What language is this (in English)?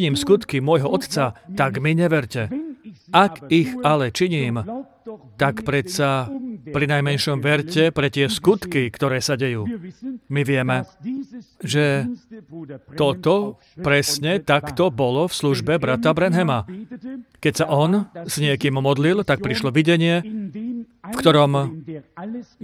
Slovak